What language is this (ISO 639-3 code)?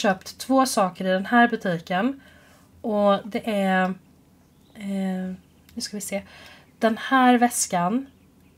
swe